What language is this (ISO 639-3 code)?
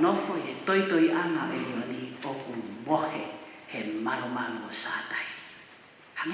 ton